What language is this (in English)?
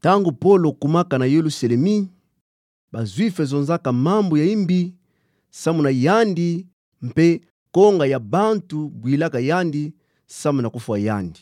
Kituba (Democratic Republic of Congo)